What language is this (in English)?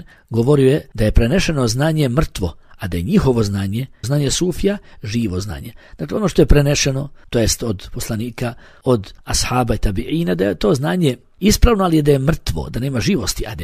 Bosnian